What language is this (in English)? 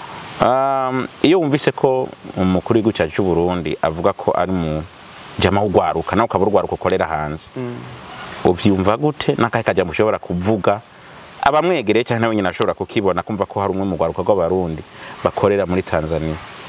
Rundi